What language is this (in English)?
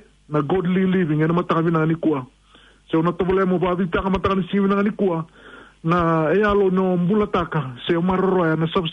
Fijian